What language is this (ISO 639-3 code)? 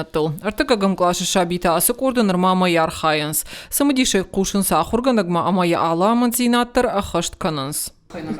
oss